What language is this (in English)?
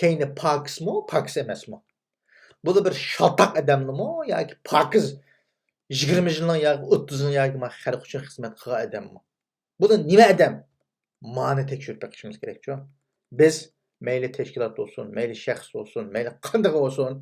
Uyghur